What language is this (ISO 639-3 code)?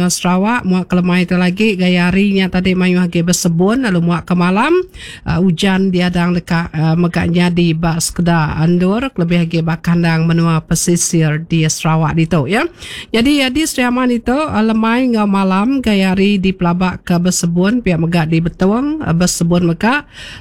iba